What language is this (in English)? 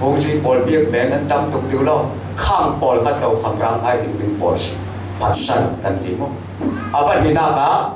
Falam Chin